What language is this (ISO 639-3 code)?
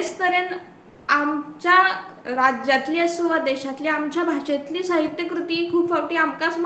kok